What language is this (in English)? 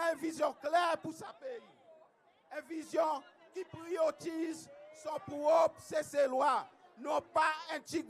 Seselwa Creole French